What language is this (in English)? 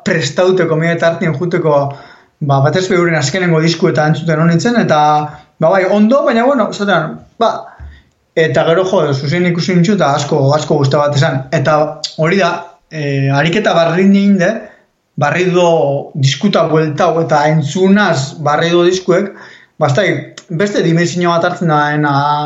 Basque